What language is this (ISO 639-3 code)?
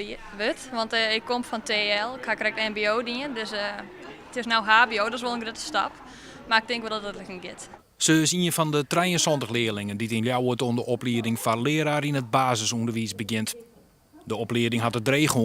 fry